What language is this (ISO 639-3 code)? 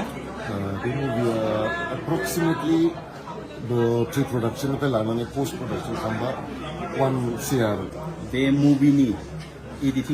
brx